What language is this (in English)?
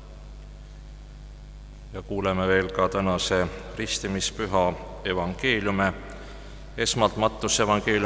Estonian